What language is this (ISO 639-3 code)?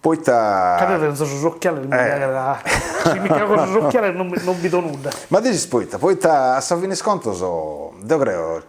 srd